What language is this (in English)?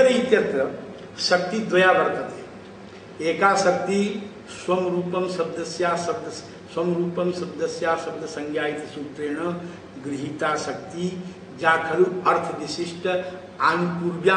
Sanskrit